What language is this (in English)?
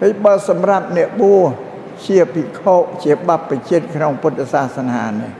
Khmer